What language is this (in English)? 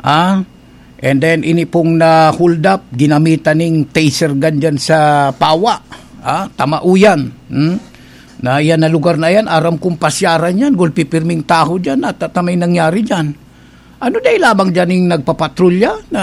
Bikol